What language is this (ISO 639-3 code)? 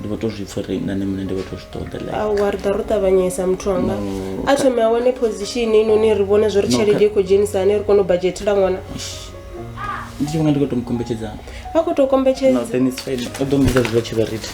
ven